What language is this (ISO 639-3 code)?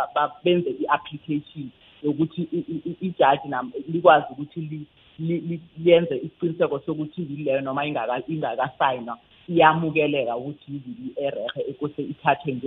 nbl